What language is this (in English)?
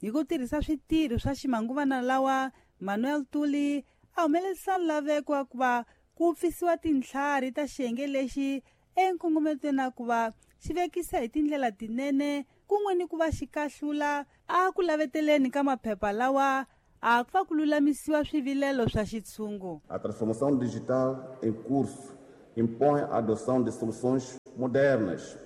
Tsonga